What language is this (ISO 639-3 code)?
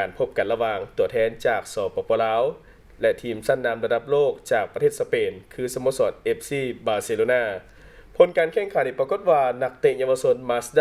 lao